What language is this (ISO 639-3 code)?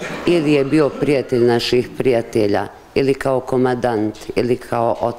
bos